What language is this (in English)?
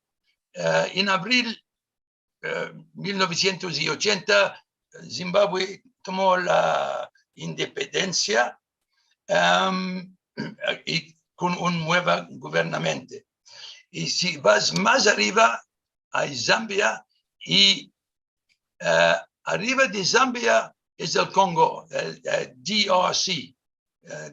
Ladino